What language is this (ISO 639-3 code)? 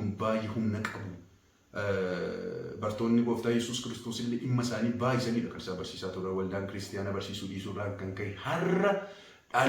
orm